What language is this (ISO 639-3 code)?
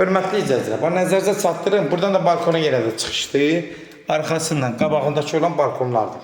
aze